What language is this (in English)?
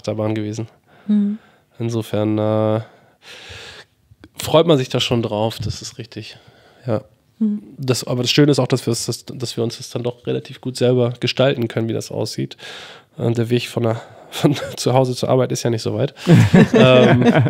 German